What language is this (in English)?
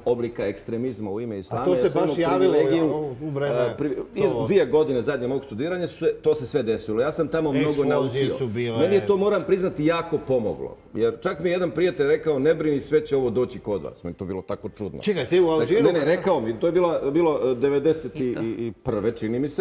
Serbian